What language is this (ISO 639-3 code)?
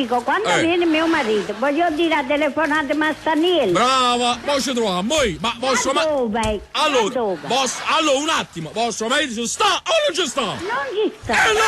nap